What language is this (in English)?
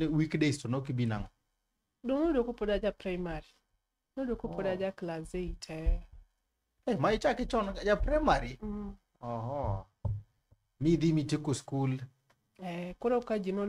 Luo (Kenya and Tanzania)